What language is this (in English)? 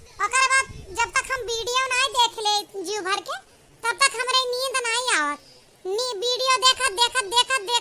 Awadhi